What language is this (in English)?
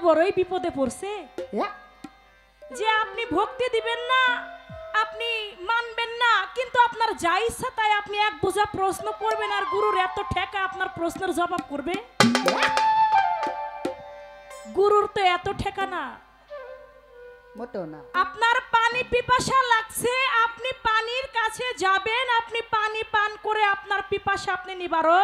Bangla